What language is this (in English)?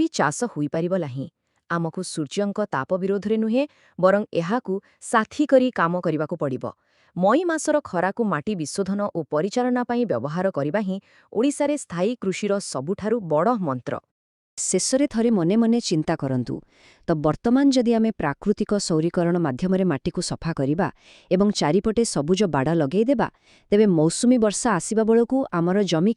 Odia